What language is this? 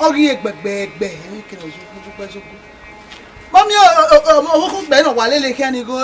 Bini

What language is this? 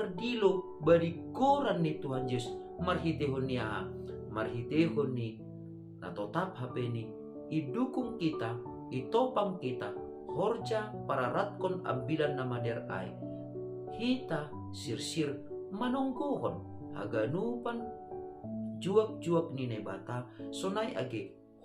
Batak Simalungun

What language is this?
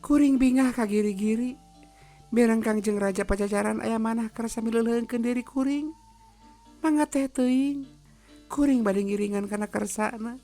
Sundanese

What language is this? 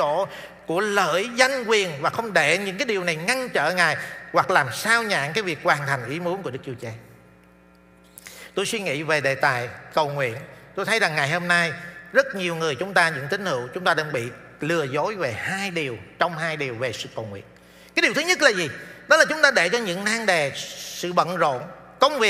Vietnamese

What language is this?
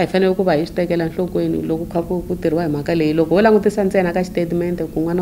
Tsonga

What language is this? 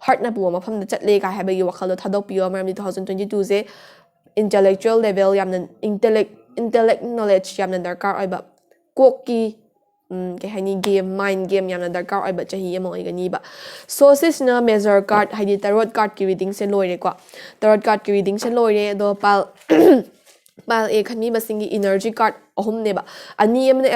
Manipuri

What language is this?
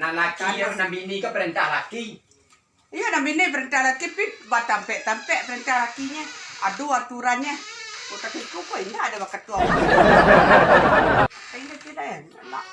Minangkabau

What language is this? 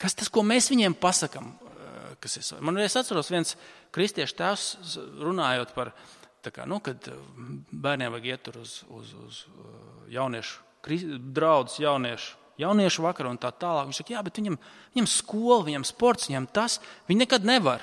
Latvian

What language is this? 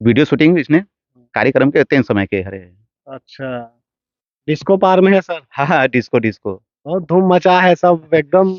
Chhattisgarhi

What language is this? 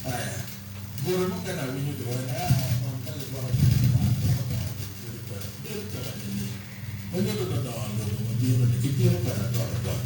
Acoli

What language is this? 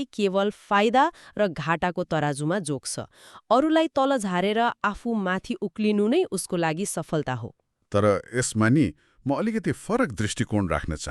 Nepali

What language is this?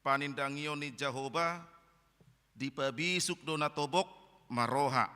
Batak Toba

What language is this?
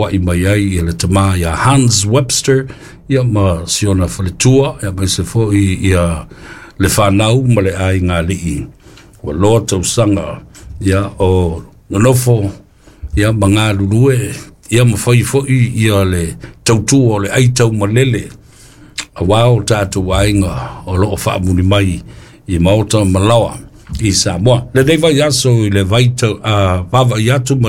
Samoan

